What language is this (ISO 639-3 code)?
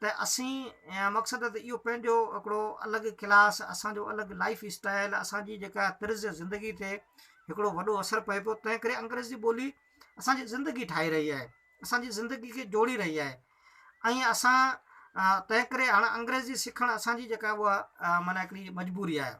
snd